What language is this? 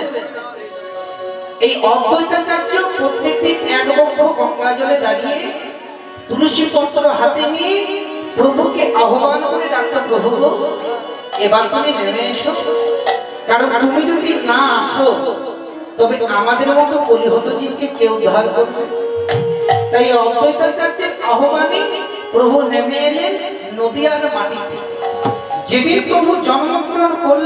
Bangla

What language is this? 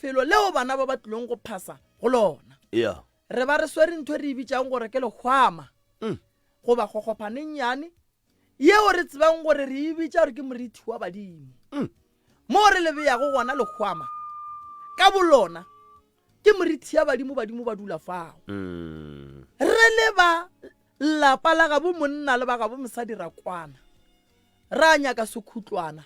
Northern Sotho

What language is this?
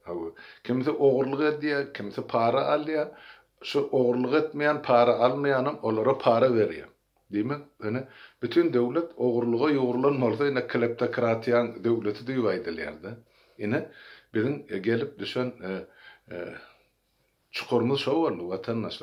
Turkmen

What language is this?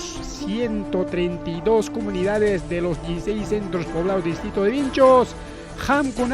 Ayacucho Quechua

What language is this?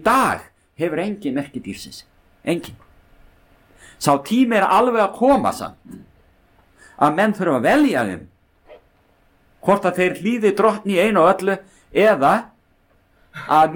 Icelandic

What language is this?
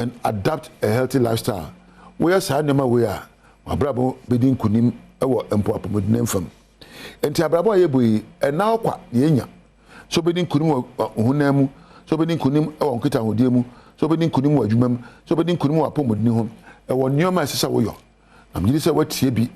Akan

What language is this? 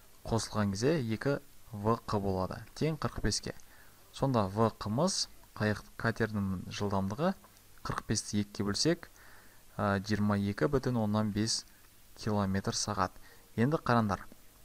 Kazakh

